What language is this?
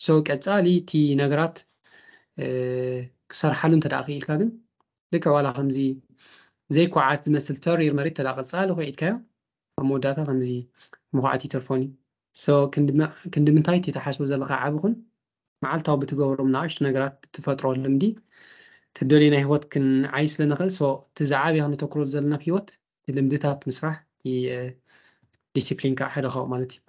Tigrinya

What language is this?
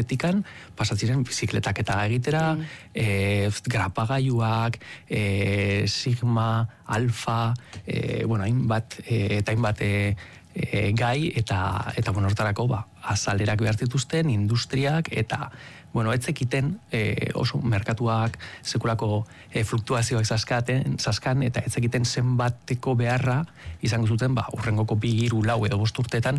Basque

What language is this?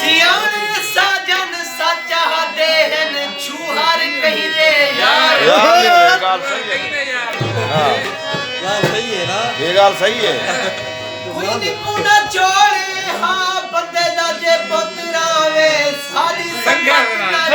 Saraiki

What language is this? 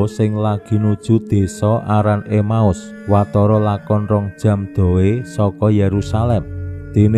Javanese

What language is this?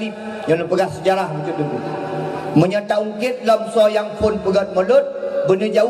Achinese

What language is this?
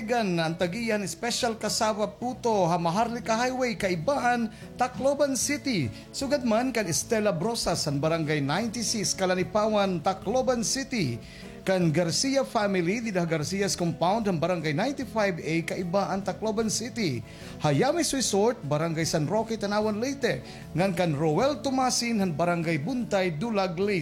Waray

